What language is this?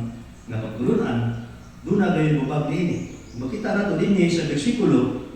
Cebuano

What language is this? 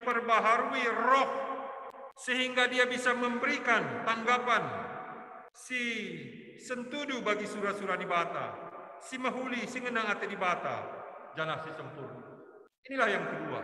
Batak Karo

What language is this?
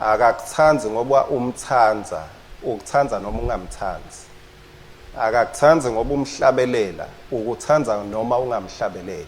Swati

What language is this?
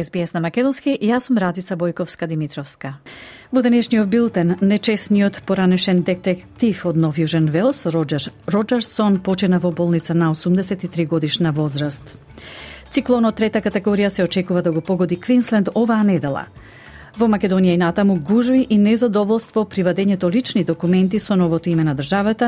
Macedonian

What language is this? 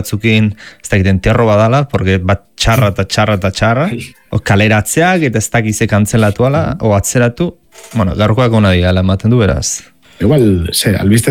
Basque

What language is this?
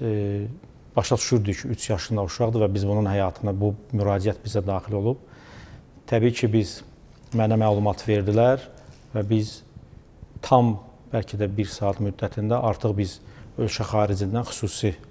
Azerbaijani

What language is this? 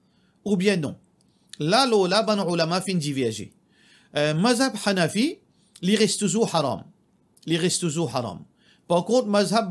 Morisyen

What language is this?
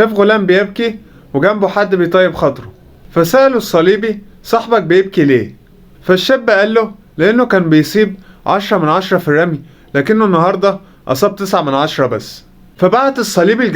Egyptian Arabic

